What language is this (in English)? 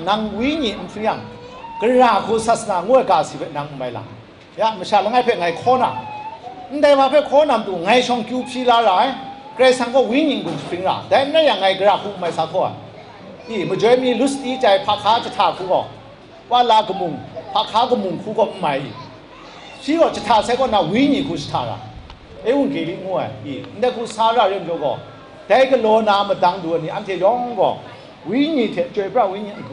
Kachin